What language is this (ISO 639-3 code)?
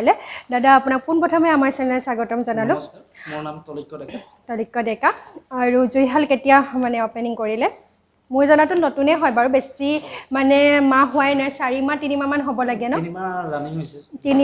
asm